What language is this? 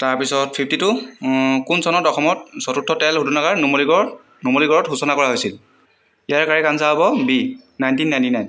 Assamese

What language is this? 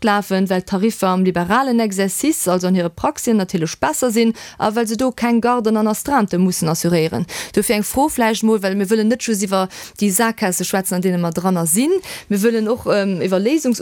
Luxembourgish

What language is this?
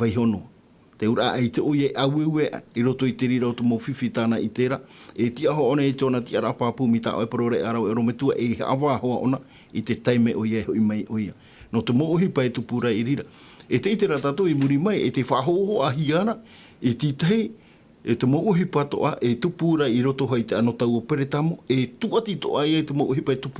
Tahitian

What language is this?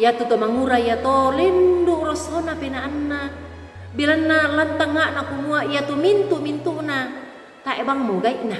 Toraja-Sa'dan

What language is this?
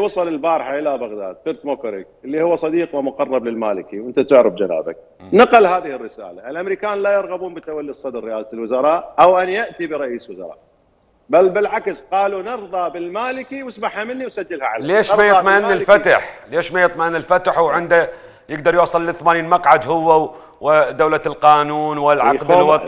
Mesopotamian Arabic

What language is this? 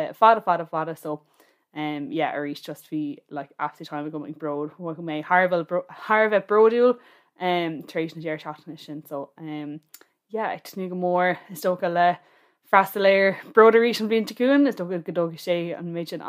Irish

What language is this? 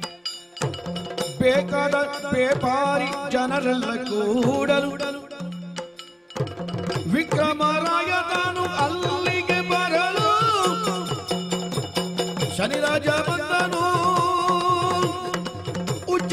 Kannada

